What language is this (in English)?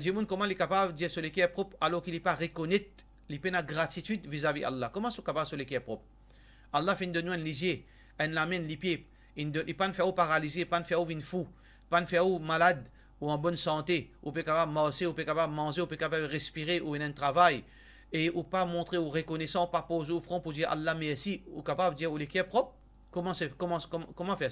Morisyen